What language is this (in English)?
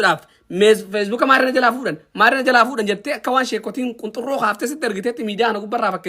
Oromo